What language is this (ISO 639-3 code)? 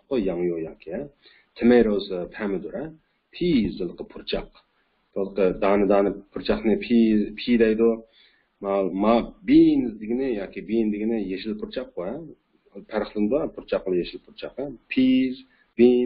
uig